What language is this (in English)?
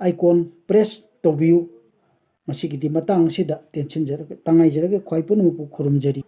Manipuri